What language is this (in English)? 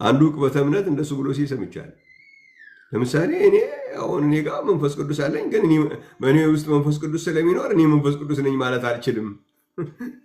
Amharic